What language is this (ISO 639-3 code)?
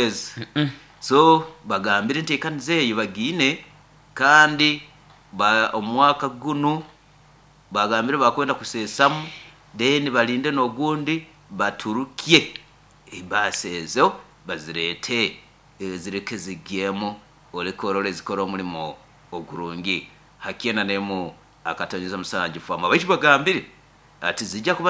nyo